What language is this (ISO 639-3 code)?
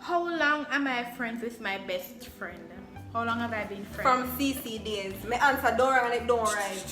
jam